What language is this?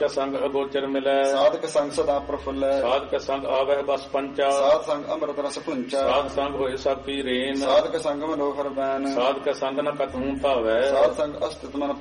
Punjabi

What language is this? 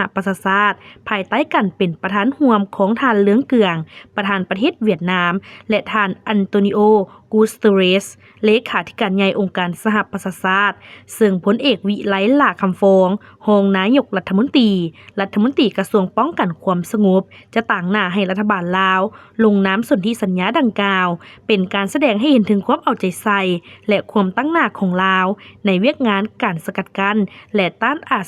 Lao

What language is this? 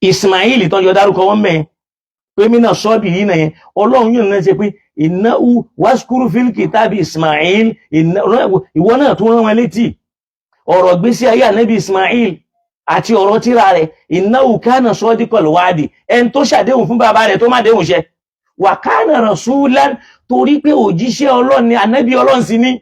Yoruba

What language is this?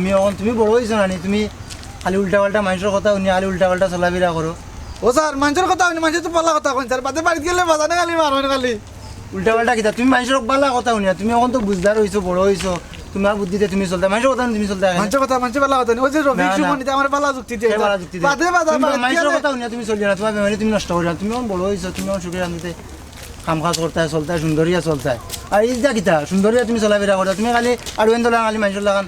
Sylheti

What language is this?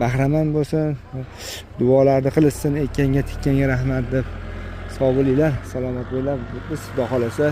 Uzbek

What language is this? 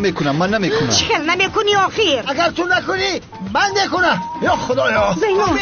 Tajik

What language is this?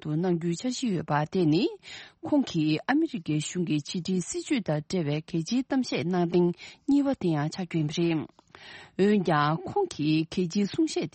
Tibetan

